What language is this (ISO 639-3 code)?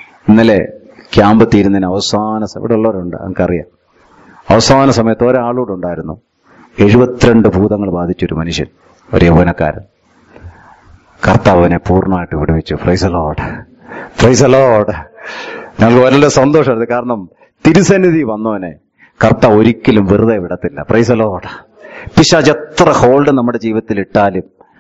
mal